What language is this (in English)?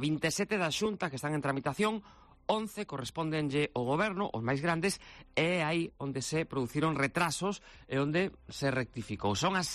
Galician